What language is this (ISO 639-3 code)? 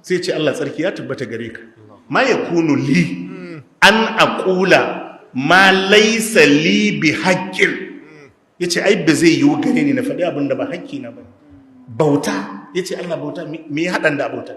hau